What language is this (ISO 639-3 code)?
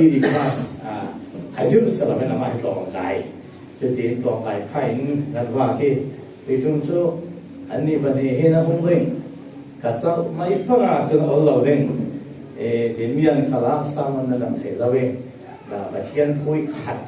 cfm